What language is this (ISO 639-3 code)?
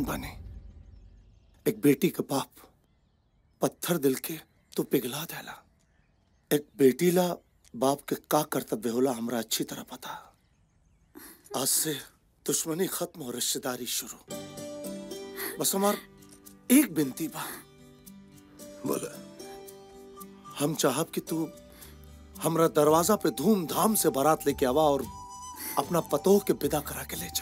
bho